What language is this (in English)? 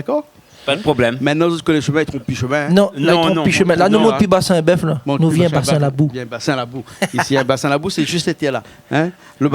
Réunion Creole French